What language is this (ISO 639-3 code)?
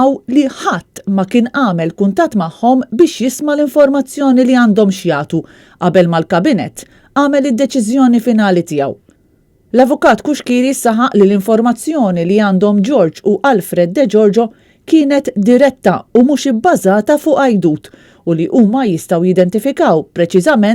mlt